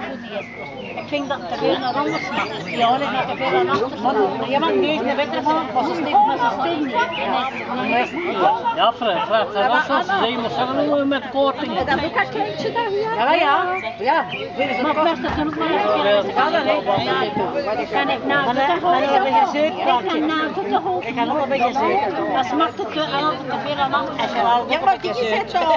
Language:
Dutch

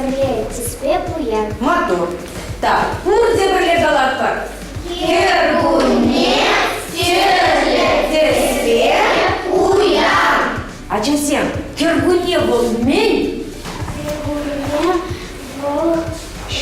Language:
Chuvash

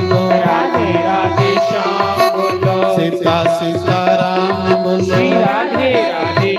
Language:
Dogri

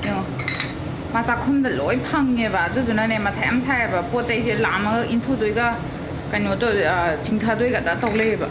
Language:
Manipuri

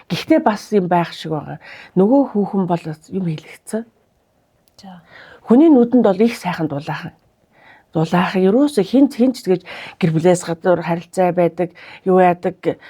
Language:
Mongolian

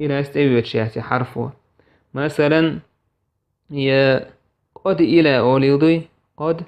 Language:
Chechen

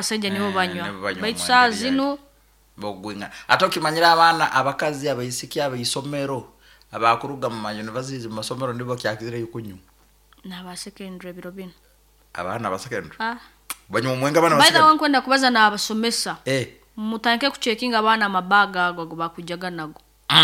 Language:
Nyoro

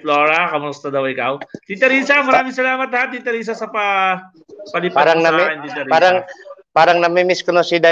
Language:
Filipino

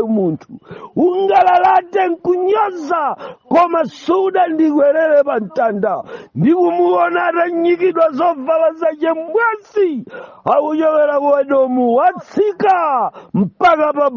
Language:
Nyanja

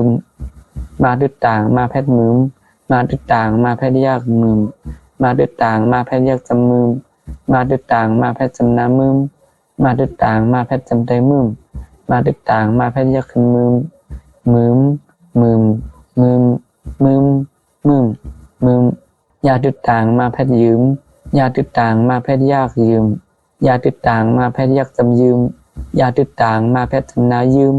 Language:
Shan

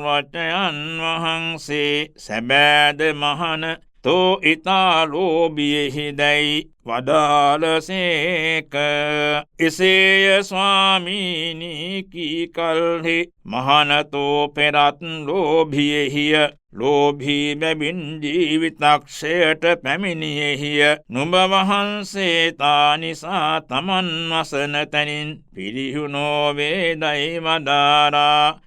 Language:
Sinhala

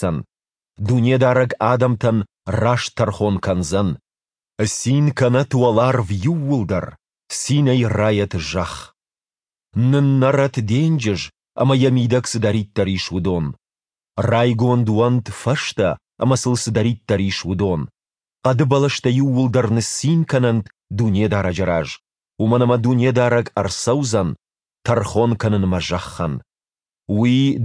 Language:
Ossetic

